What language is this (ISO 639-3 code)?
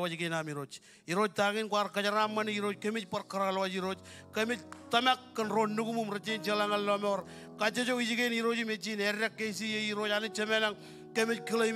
mah